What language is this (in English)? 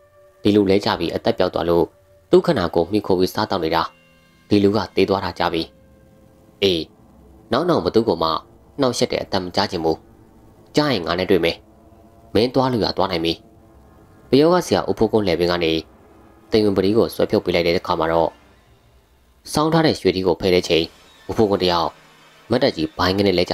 Burmese